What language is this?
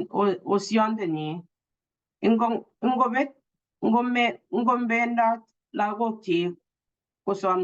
Kalenjin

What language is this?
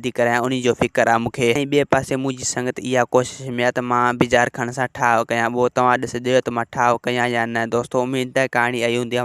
Sindhi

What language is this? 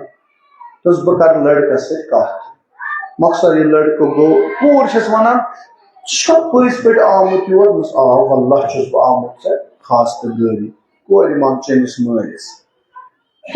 Kashmiri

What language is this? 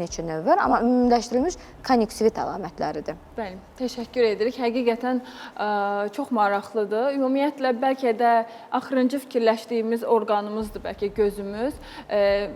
Azerbaijani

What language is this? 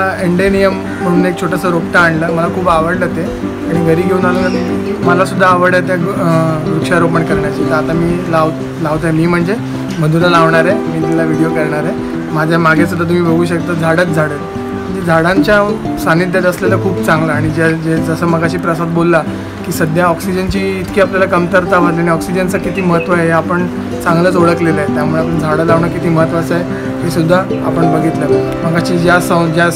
Marathi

